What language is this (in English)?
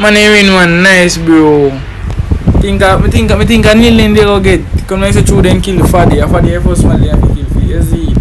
Jamaican Creole English